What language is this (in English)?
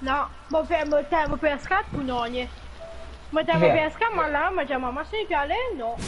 Morisyen